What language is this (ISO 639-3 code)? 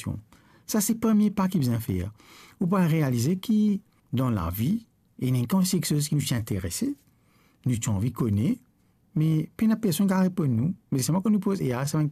mfe